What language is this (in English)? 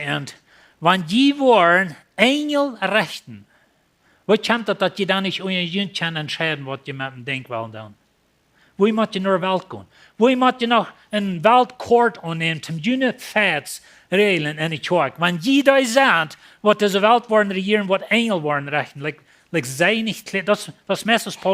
Plautdietsch